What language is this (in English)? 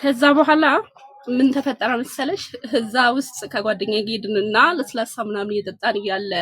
Amharic